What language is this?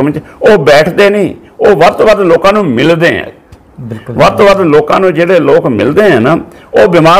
Punjabi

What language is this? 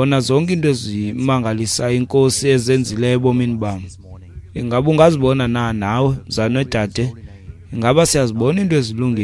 Xhosa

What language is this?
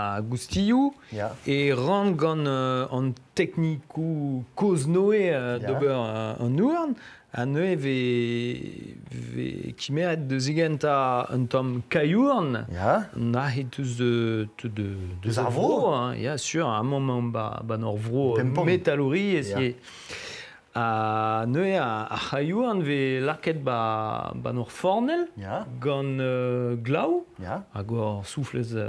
Breton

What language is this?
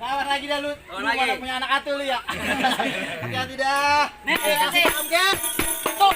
Betawi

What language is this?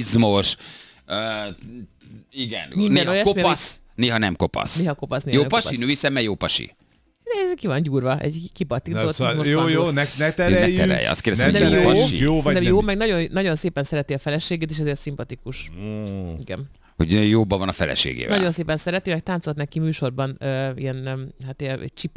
Hungarian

